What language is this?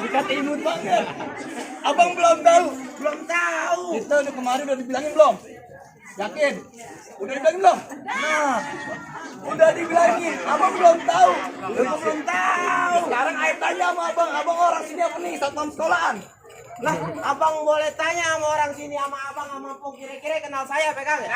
Betawi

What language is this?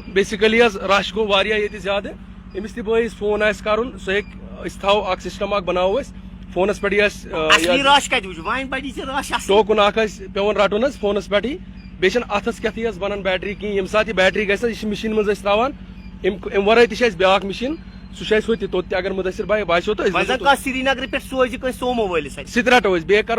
Kashmiri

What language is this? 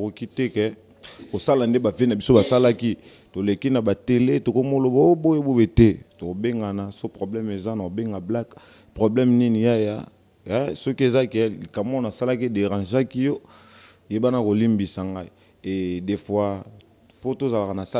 Lingala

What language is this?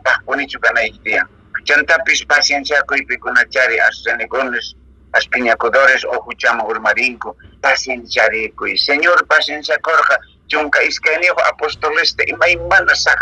Quechua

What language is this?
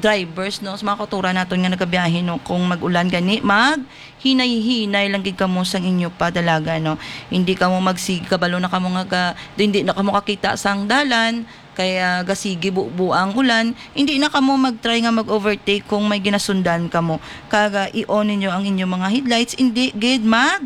Hiligaynon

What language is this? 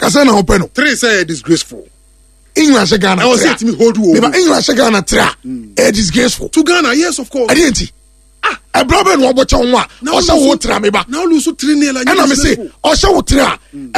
Akan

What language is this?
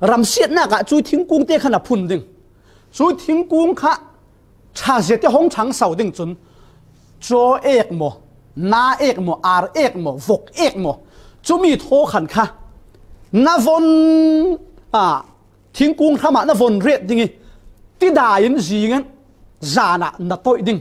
Falam Chin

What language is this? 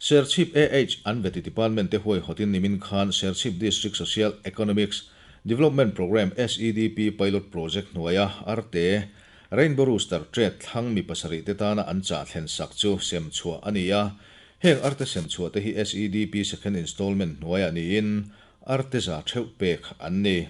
Mizo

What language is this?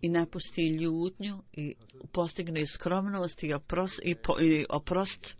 Bosnian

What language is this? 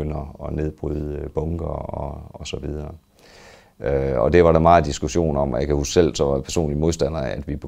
Danish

